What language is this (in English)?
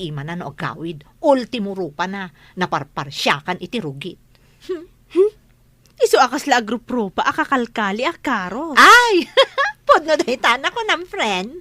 Iloko